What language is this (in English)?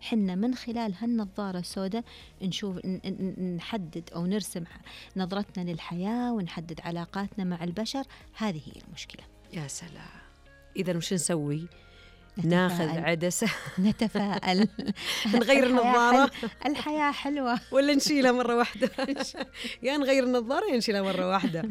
Najdi Arabic